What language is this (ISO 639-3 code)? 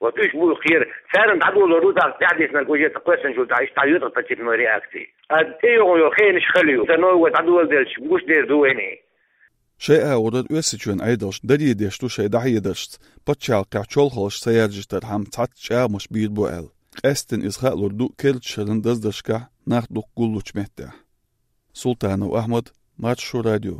che